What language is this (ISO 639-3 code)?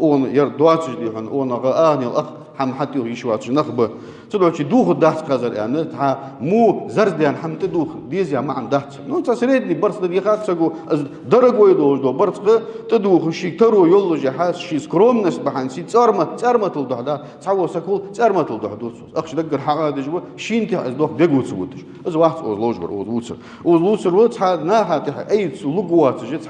inh